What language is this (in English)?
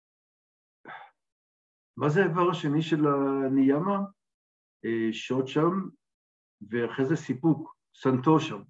Hebrew